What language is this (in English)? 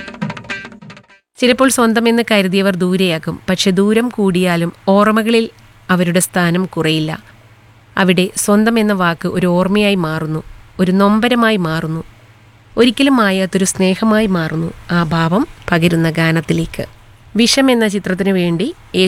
Malayalam